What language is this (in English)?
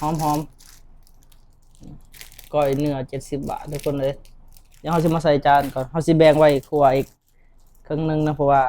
Lao